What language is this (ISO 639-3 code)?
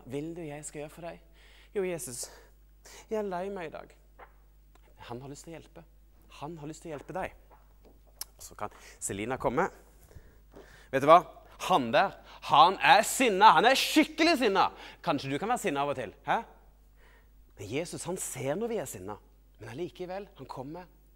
nor